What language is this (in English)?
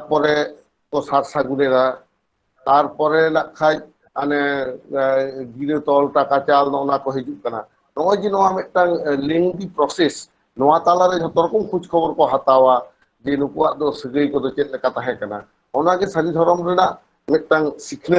Santali